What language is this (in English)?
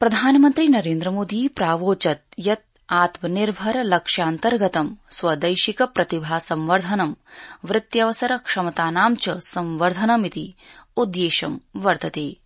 Sanskrit